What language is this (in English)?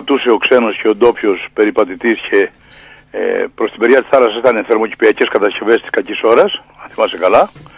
Greek